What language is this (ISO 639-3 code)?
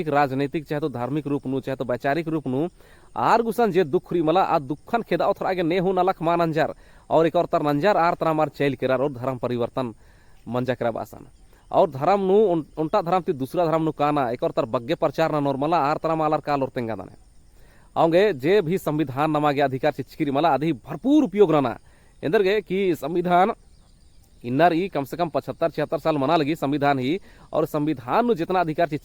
kru